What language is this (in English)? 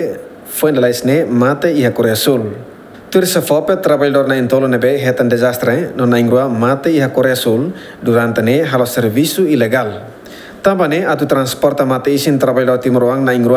Tetum